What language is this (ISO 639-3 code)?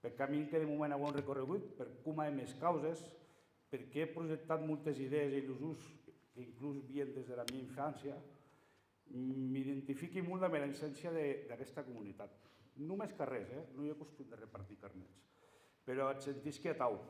oci